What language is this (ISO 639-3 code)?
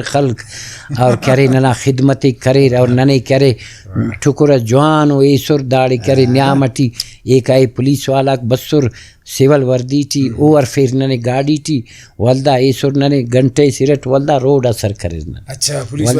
brh